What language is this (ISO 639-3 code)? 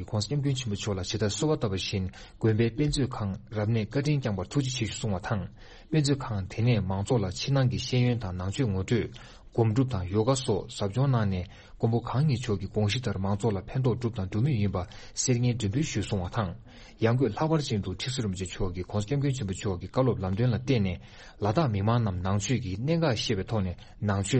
bod